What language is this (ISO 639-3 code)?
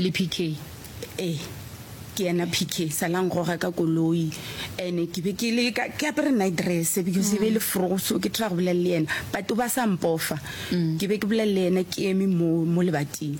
nso